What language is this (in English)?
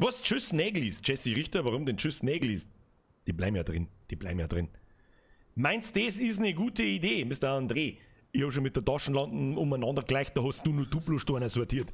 Bavarian